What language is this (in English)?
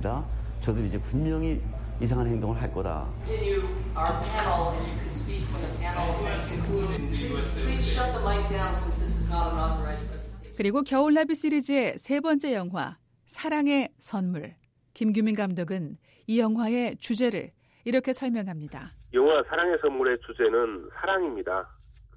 Korean